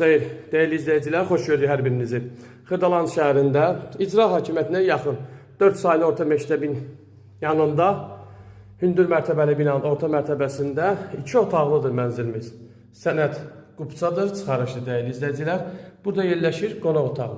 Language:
Azerbaijani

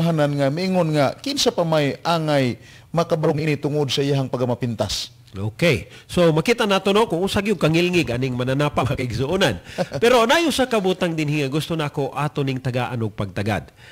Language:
Cebuano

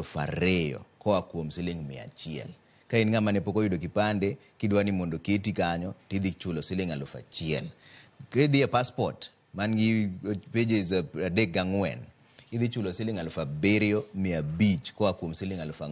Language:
Luo (Kenya and Tanzania)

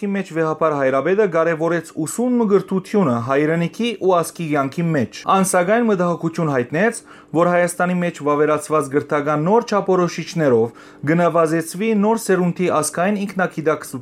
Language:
Western Armenian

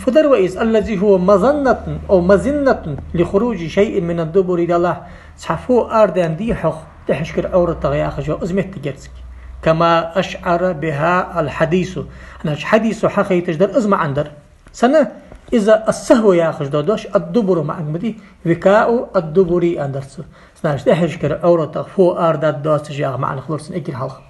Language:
Ingush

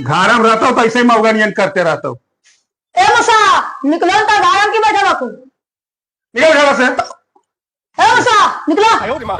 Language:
Magahi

